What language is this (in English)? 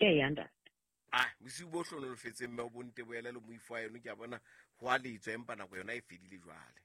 Southern Sotho